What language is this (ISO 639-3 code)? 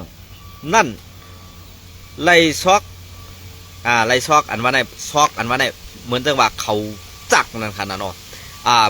shn